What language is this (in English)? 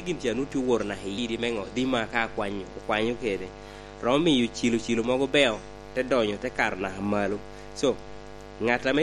Lango (Uganda)